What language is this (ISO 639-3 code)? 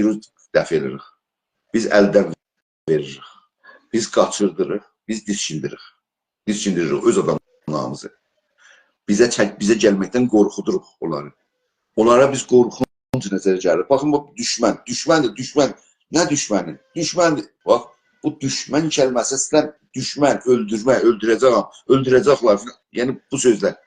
azb